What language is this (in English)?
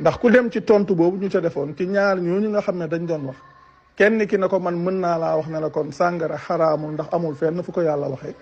Wolof